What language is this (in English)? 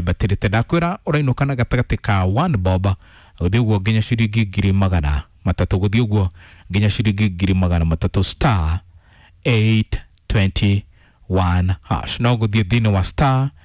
Kikuyu